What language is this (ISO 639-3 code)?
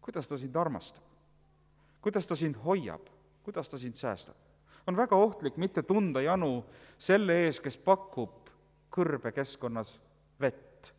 est